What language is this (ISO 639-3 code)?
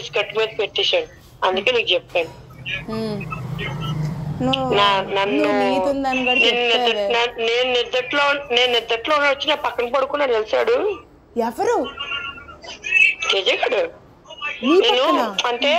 tel